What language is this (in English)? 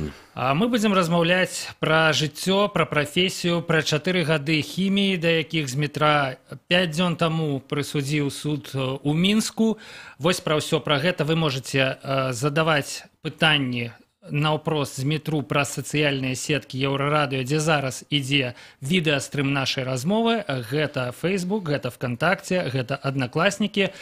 Belarusian